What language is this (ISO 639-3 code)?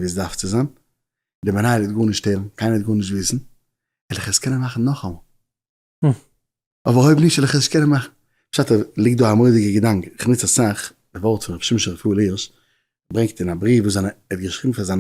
yid